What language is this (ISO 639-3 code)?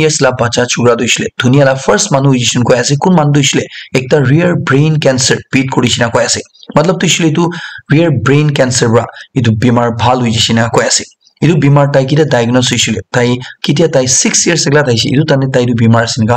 nag